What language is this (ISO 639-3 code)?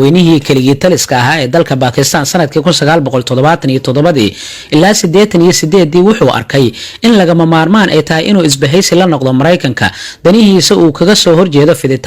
som